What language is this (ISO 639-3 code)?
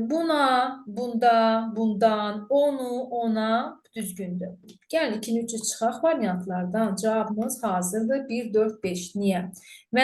aze